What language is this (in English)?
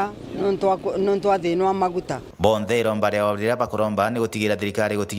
Meru